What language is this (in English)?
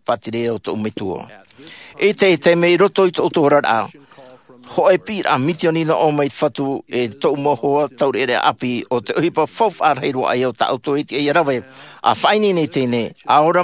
Tahitian